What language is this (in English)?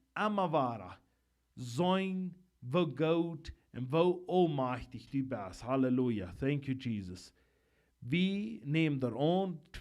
Plautdietsch